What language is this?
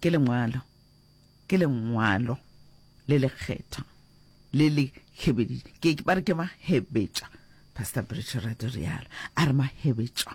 Northern Sotho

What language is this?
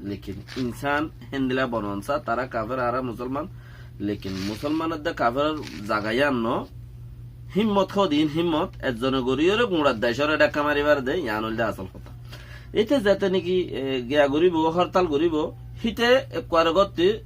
Rohingya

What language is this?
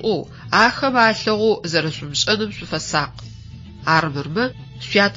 Adyghe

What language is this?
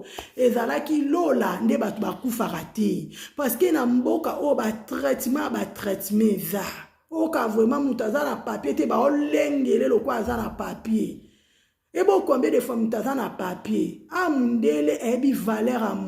Lingala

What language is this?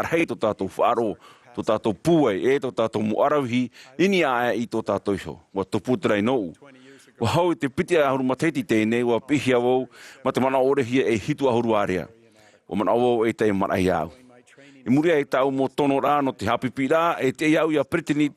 Tahitian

